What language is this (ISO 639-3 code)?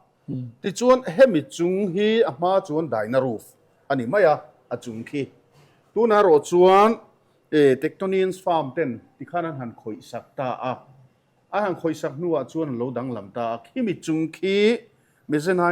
lus